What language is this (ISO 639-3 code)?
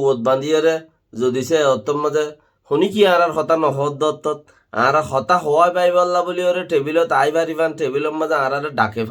rhg